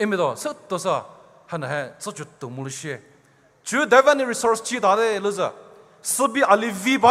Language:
Poumei Naga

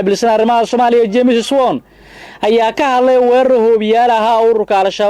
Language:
Somali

